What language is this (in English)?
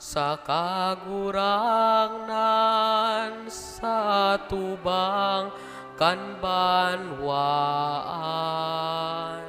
Bikol